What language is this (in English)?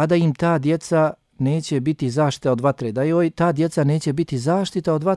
Bosnian